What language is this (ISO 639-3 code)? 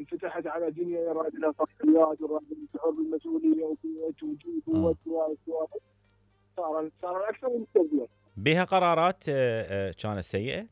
acm